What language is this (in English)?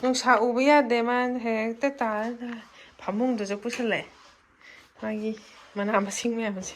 Manipuri